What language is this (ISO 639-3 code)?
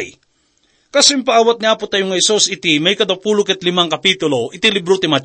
ilo